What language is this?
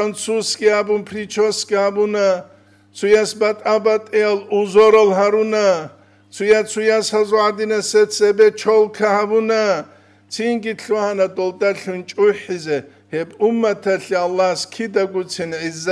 Avaric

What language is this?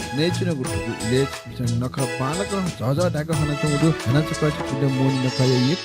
Newari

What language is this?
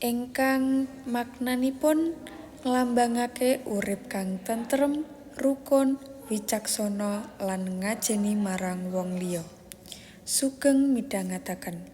Javanese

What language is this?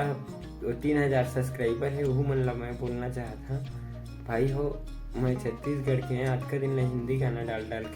Chhattisgarhi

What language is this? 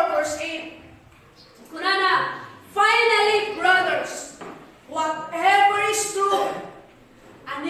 Iloko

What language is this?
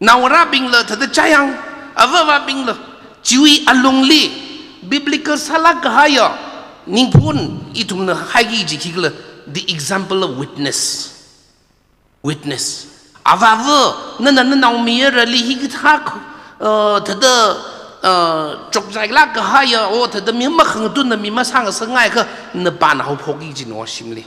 Tangkhul Naga (India)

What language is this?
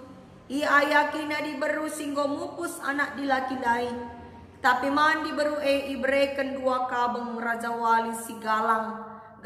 Batak Karo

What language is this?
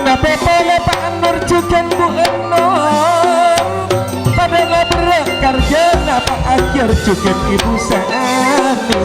Madurese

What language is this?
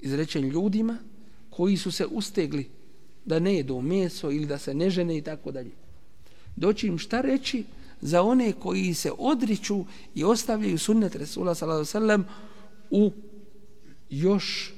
Bosnian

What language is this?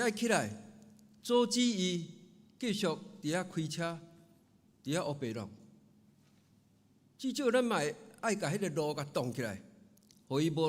Min Nan Chinese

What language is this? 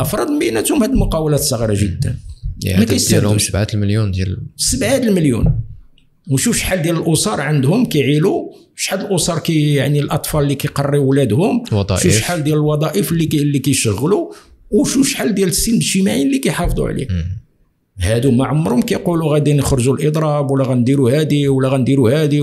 Moroccan Arabic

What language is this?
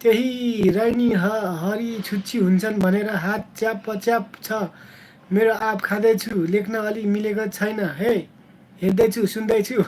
Nepali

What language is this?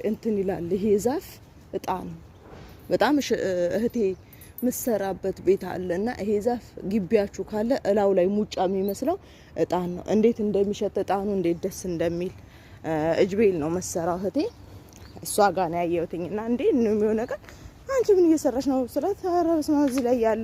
Amharic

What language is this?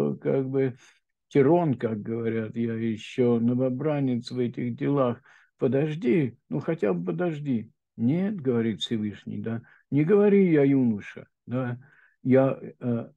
Russian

